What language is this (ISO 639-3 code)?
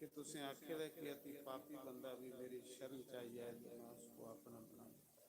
doi